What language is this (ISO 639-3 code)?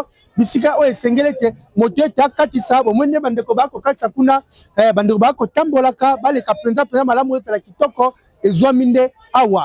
lin